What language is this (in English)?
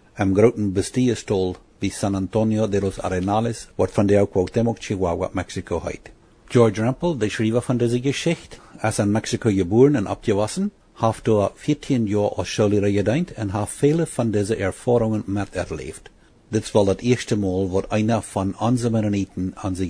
Plautdietsch